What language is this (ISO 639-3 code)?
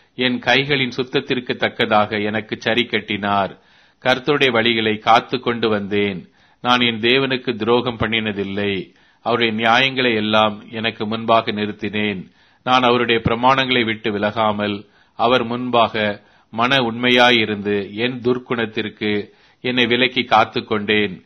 tam